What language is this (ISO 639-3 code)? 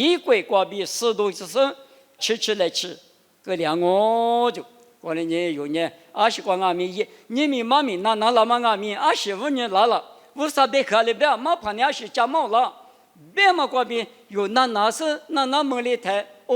lis